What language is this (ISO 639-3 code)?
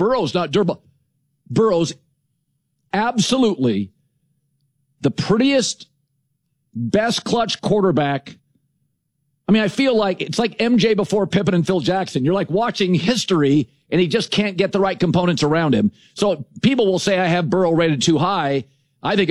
eng